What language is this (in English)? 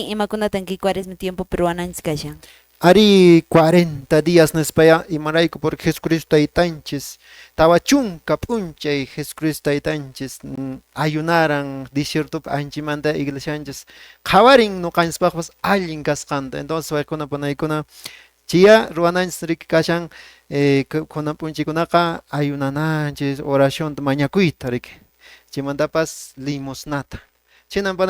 Quechua